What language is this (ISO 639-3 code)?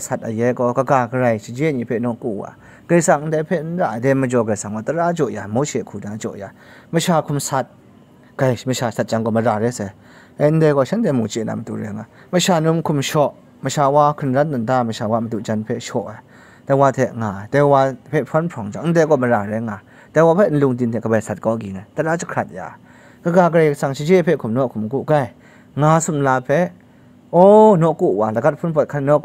kac